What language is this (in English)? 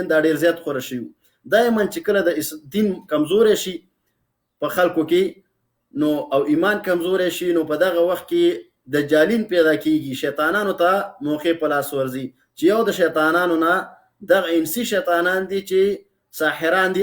Pashto